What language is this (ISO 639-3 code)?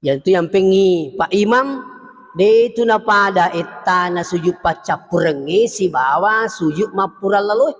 bug